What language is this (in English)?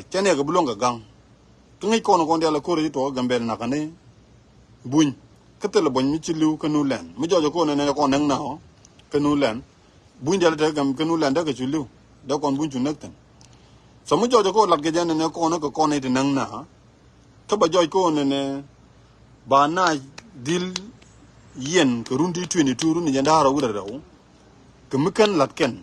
Nuer